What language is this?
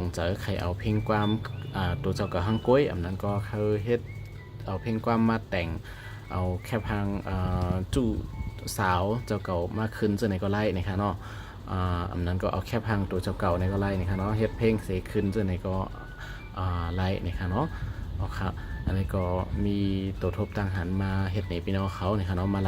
Shan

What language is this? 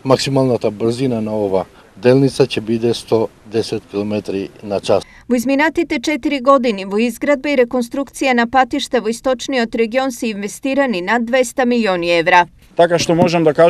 Macedonian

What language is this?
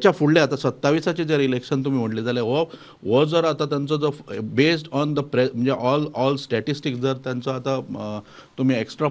Konkani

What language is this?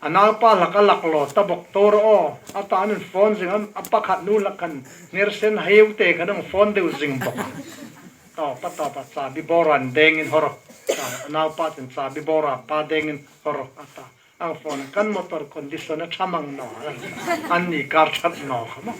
Hmar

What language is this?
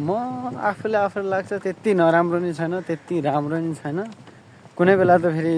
Nepali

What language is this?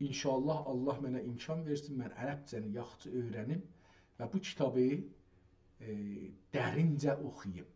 South Azerbaijani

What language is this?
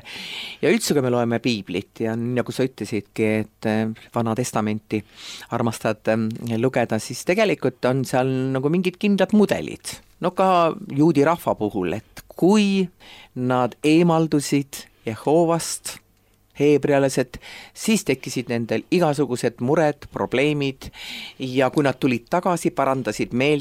Estonian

